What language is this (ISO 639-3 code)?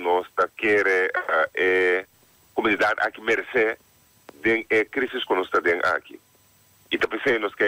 pap